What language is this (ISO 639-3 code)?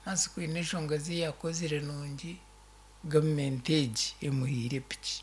nyn